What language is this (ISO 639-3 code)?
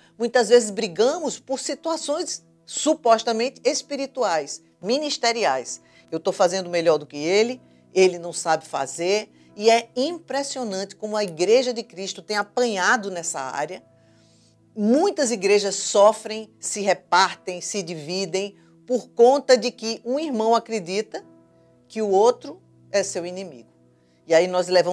por